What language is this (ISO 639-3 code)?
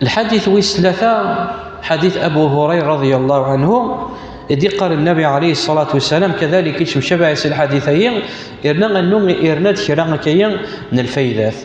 kab